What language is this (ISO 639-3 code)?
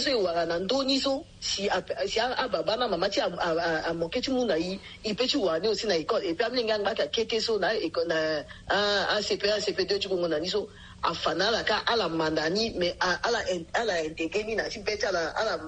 sag